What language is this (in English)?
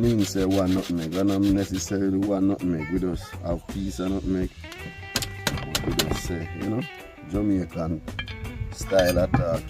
Jamaican Creole English